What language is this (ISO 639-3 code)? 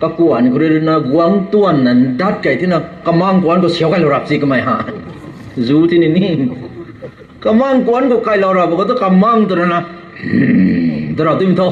nbu